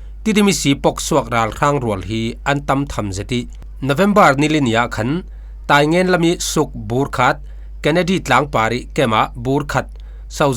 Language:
Falam Chin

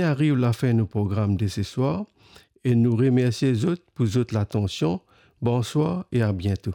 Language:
Morisyen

